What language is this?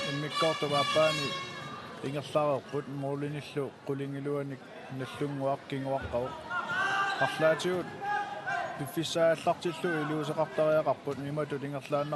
Kalaallisut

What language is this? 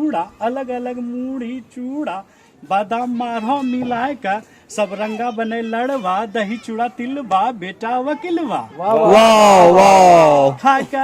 Angika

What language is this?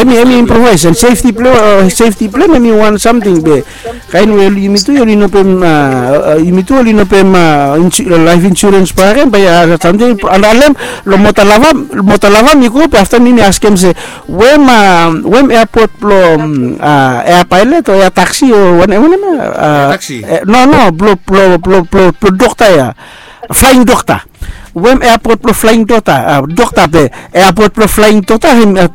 Bislama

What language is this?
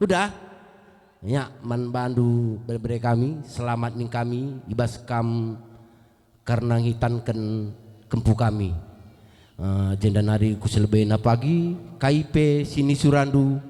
Batak Karo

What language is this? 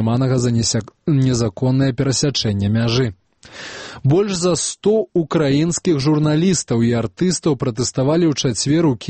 Belarusian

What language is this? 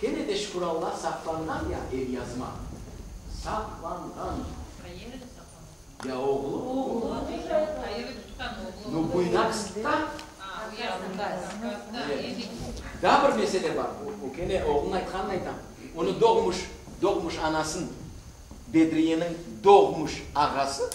Crimean Tatar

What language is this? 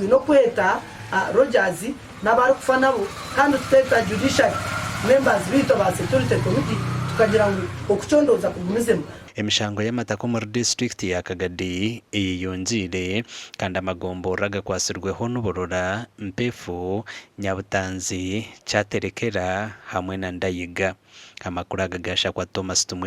Nyankole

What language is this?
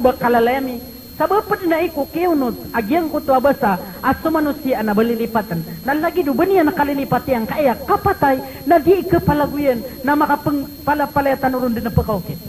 Maranao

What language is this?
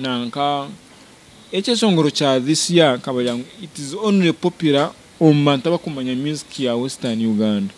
Nyankole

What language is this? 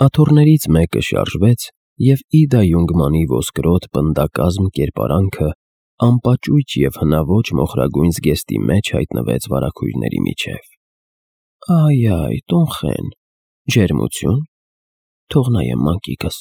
Armenian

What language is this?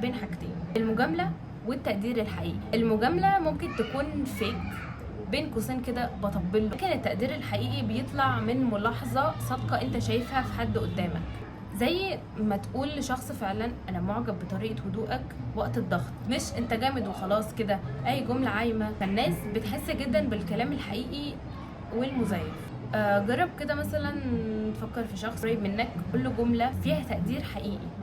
Egyptian Arabic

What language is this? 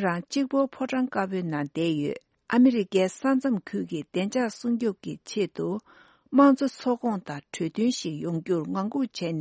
Tibetan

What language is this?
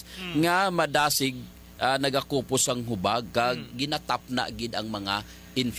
Hiligaynon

